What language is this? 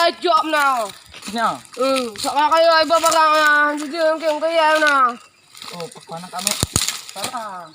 Achinese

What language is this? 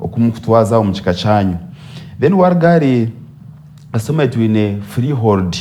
Nyankole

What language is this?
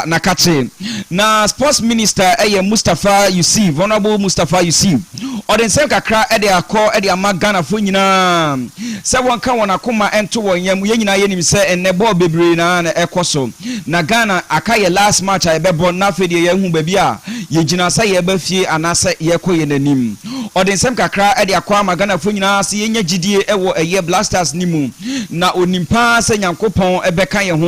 Akan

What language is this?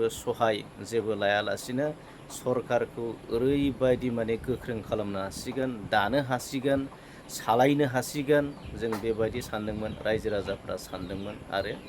Bodo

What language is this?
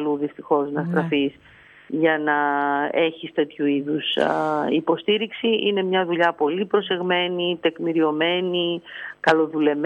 Greek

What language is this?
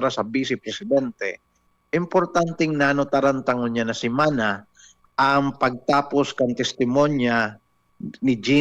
Bikol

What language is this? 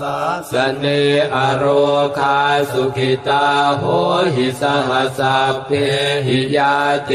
Pali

